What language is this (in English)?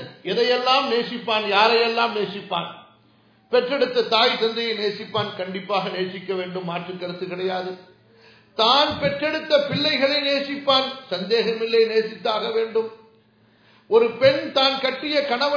Tamil